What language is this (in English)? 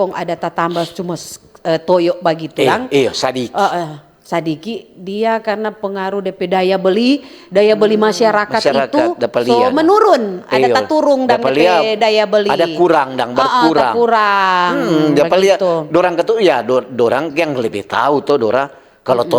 Manado Malay